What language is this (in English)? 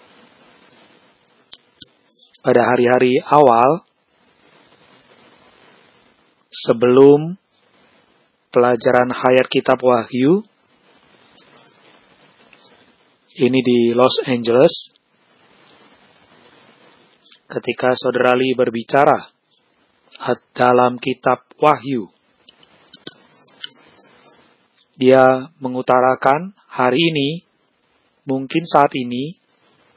Indonesian